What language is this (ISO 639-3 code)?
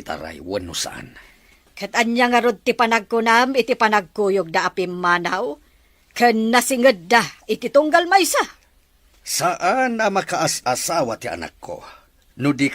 ilo